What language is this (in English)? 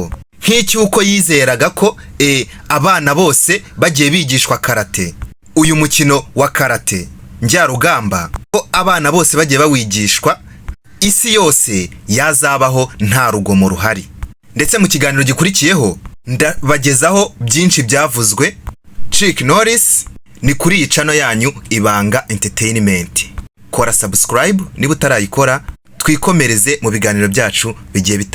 Kinyarwanda